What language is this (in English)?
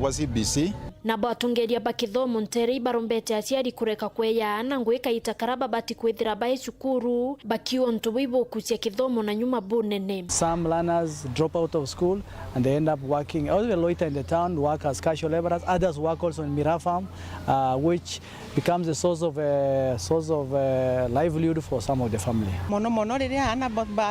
Meru